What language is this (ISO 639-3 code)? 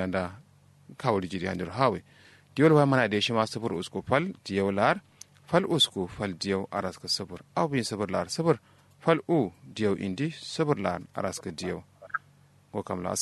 kau